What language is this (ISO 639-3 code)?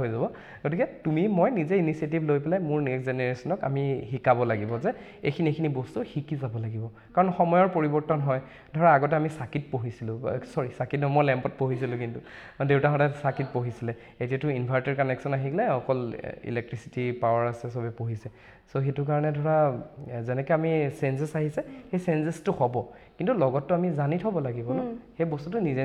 asm